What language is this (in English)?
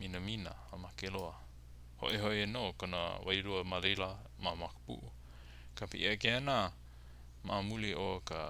Hawaiian